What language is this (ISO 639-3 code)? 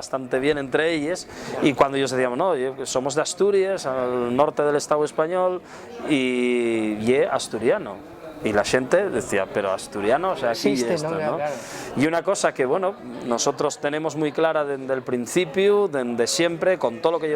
ast